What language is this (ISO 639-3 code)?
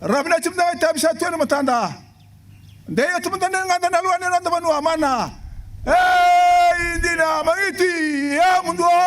fij